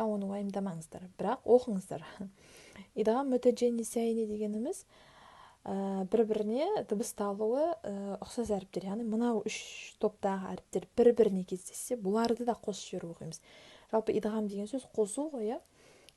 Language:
Kazakh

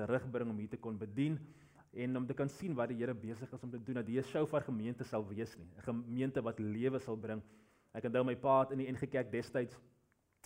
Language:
Afrikaans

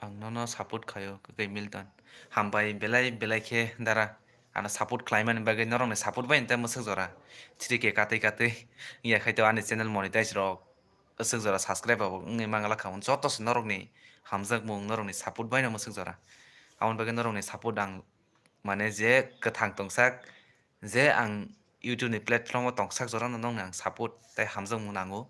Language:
Kok Borok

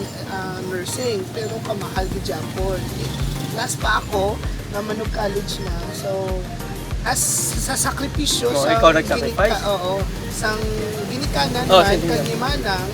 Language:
Hiligaynon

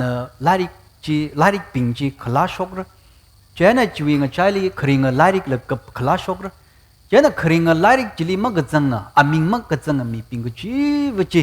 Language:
Tangkhul Naga (India)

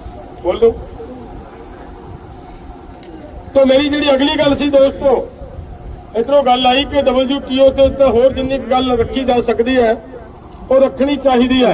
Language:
Punjabi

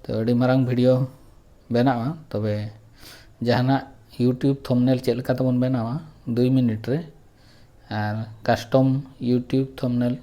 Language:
Santali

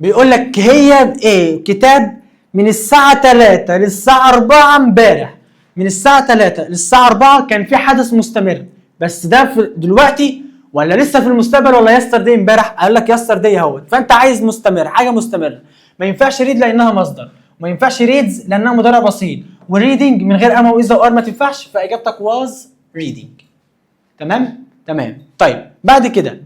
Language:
Egyptian Arabic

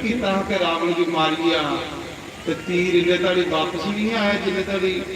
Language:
Dogri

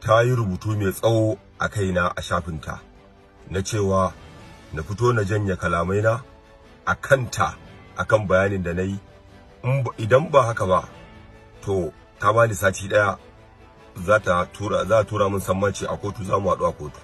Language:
Hausa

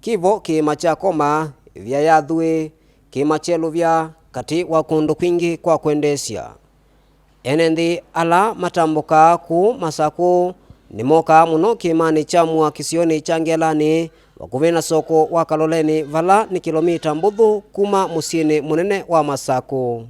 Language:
Kamba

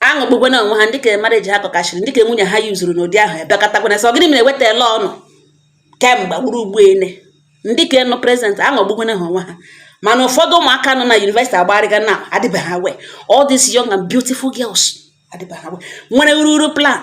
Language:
Igbo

